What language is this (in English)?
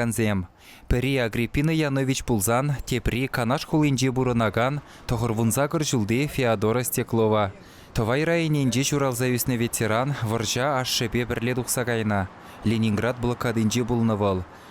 Chuvash